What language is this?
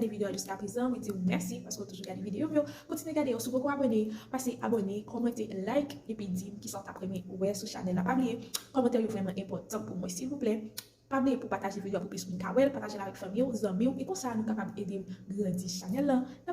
Haitian Creole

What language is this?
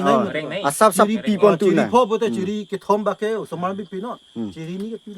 Karbi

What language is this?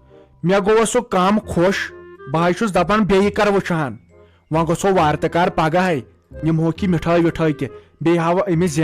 Kashmiri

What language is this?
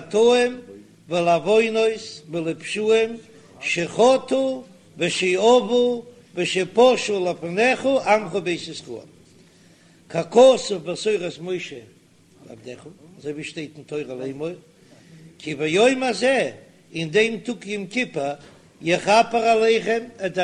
Yiddish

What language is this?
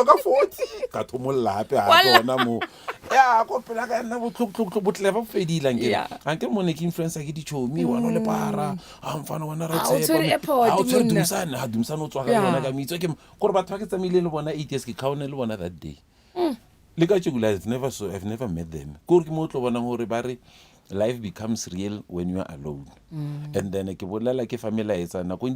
Northern Sotho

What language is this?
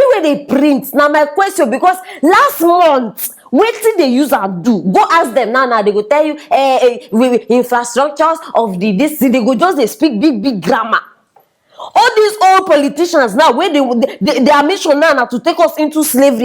Nigerian Pidgin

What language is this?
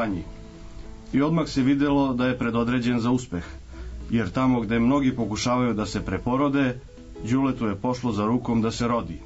Serbian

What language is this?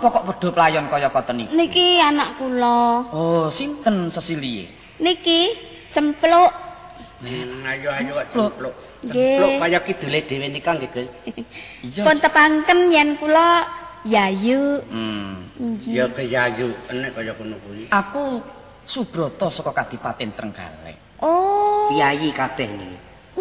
Javanese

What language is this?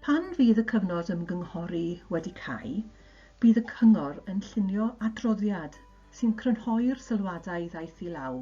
Welsh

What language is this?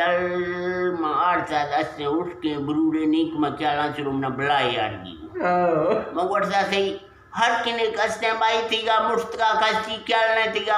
Eastern Balochi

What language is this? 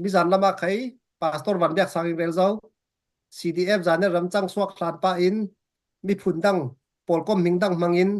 Falam Chin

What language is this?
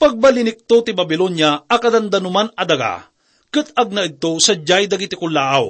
Iloko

